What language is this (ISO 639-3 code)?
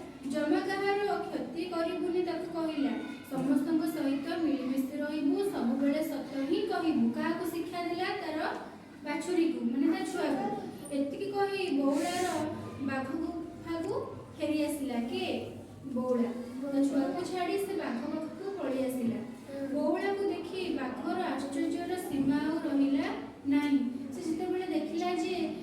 ori